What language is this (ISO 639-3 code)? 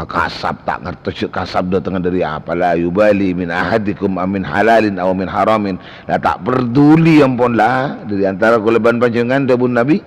mad